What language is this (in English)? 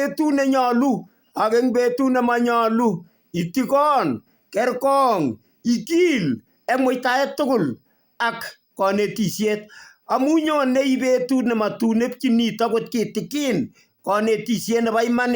Kalenjin